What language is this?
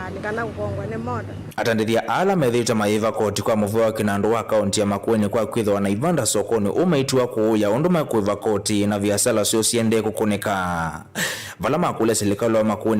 Kamba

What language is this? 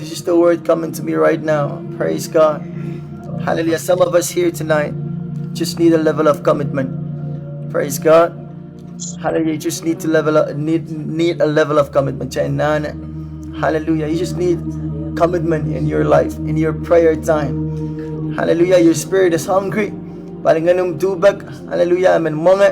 Pohnpeian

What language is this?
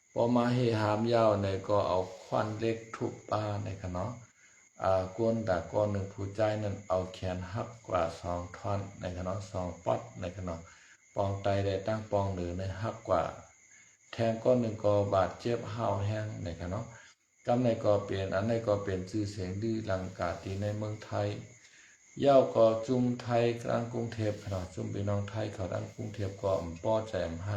Shan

